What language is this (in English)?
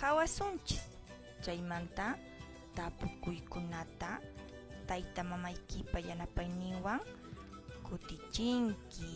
Quechua